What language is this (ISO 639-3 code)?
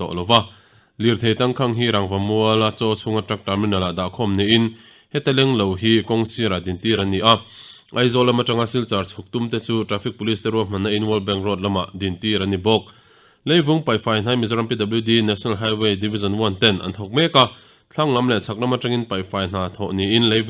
lus